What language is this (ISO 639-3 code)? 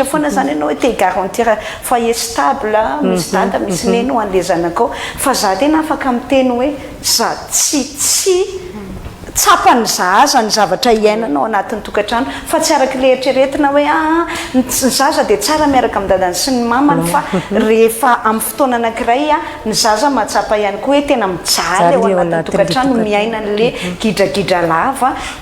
mlg